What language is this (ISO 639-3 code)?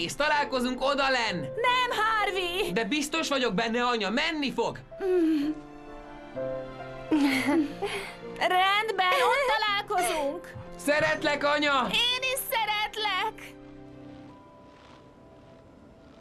hun